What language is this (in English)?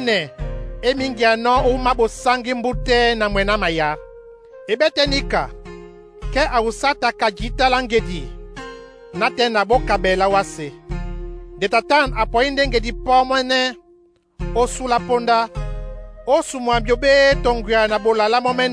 Duala